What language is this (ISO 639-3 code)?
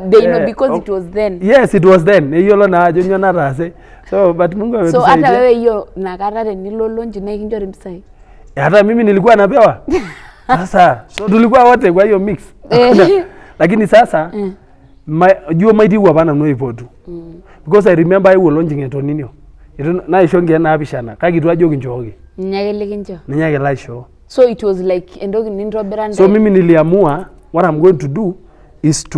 mas